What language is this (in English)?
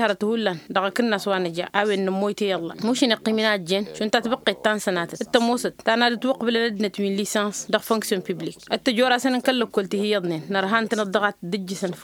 Tamasheq